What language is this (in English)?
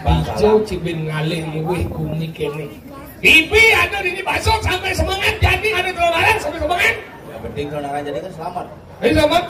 Balinese